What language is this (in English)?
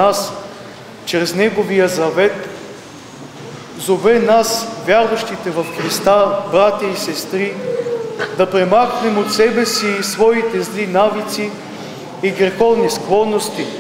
Bulgarian